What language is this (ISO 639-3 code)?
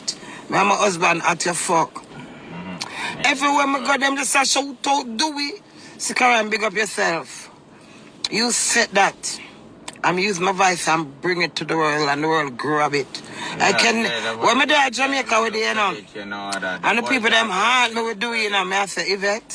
jam